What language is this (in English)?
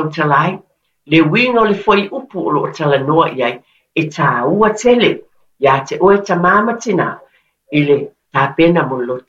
Samoan